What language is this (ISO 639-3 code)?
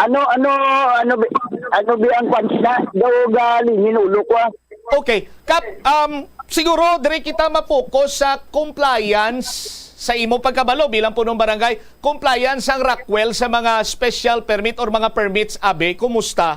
hil